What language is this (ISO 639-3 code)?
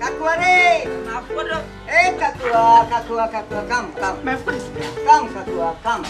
syl